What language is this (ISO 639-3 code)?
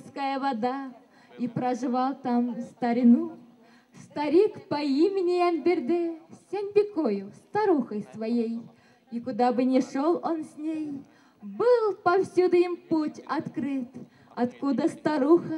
bak